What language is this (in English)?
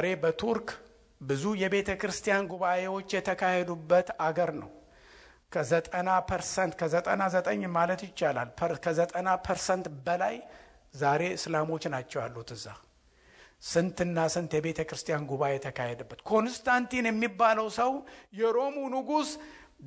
Amharic